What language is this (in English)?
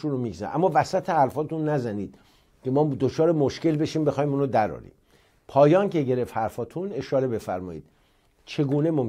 Persian